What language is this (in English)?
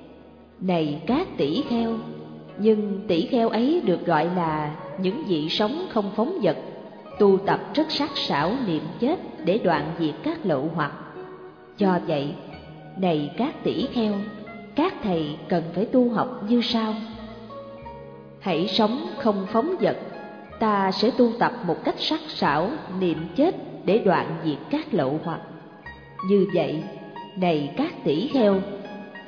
Vietnamese